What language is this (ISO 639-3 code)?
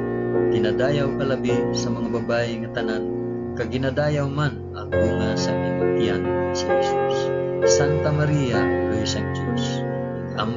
hil